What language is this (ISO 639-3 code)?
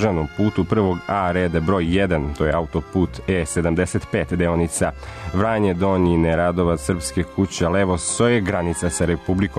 srp